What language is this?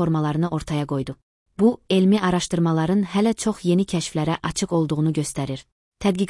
Azerbaijani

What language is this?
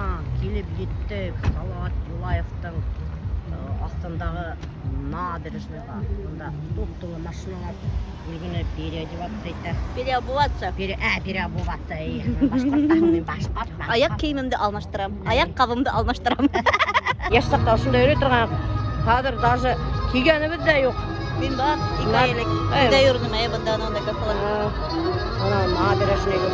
Bashkir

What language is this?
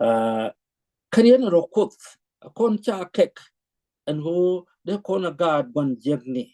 Nuer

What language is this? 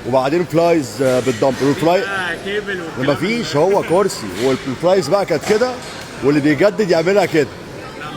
Egyptian Arabic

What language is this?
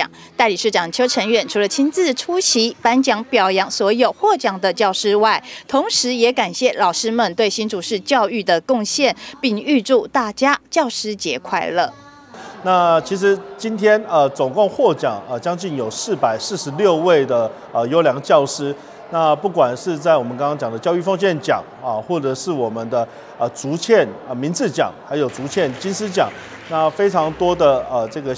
Chinese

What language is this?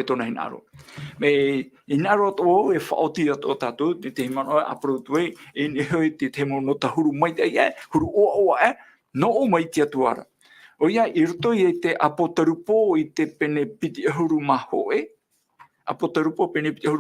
Tahitian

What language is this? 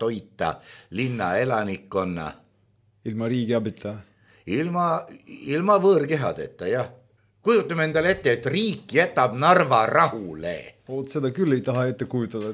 Estonian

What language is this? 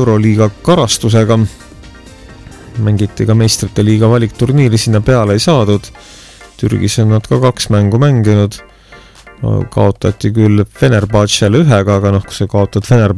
Estonian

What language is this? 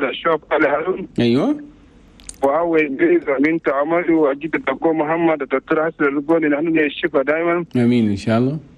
Chadian Arabic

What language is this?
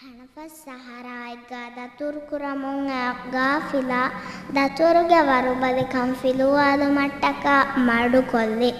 Divehi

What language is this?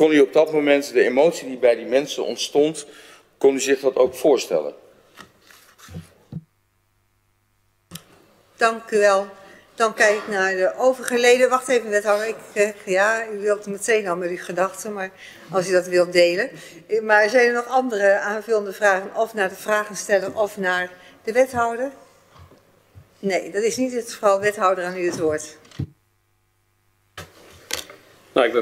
Dutch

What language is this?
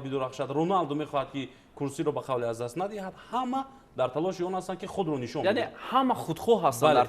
Tajik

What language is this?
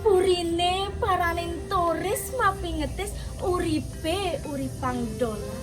Balinese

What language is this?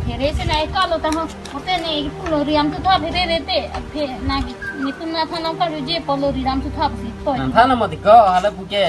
Karbi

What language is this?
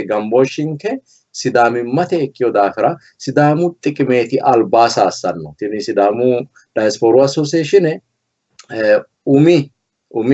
Sidamo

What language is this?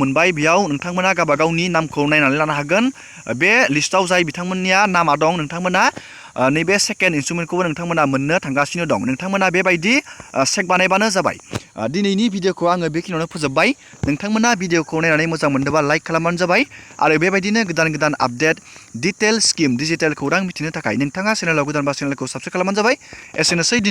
Bodo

